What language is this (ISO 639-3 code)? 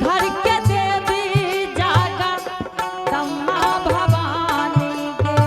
anp